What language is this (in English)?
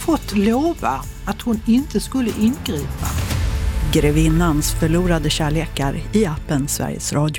Swedish